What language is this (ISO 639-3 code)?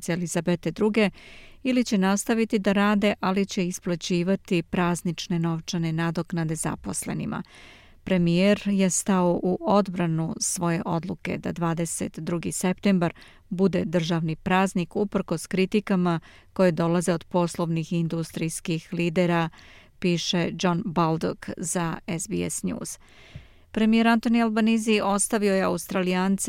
srp